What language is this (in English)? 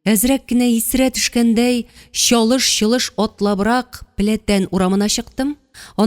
Tatar